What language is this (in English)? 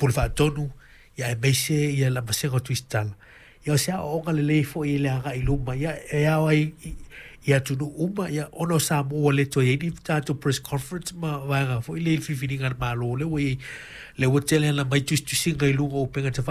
Samoan